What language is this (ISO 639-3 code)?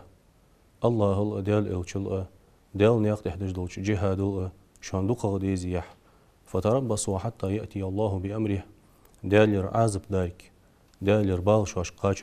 inh